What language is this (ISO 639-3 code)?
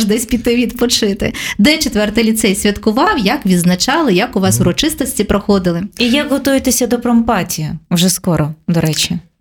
ukr